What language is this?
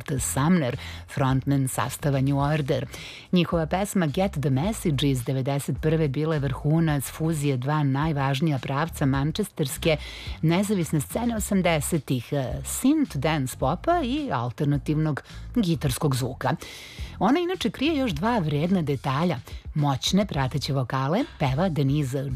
Serbian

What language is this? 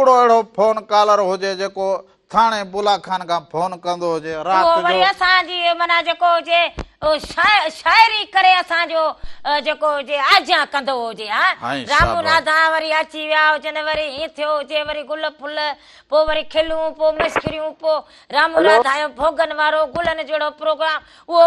Sindhi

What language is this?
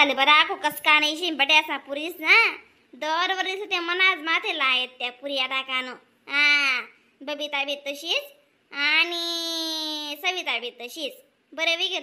Khandesi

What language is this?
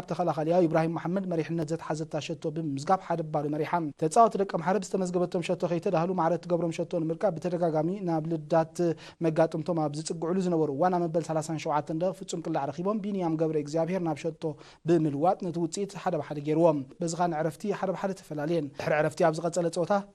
Tigrinya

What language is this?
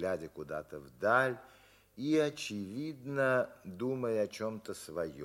Russian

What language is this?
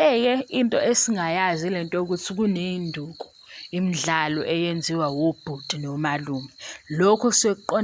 Zulu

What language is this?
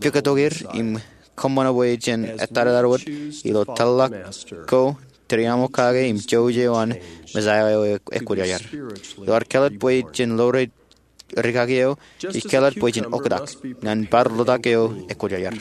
Marshallese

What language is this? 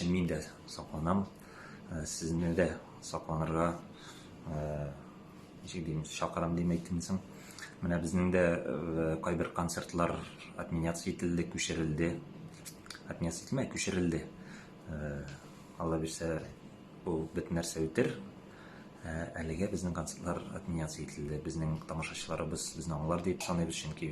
Tatar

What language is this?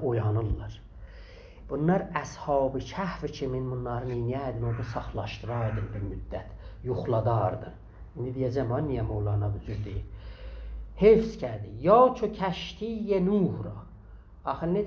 South Azerbaijani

